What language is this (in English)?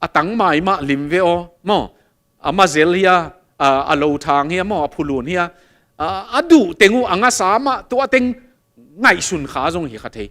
Tedim Chin